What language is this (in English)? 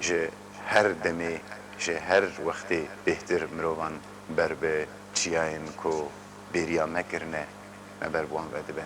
Kurdish